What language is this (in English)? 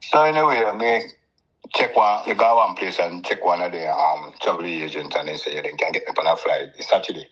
Jamaican Creole English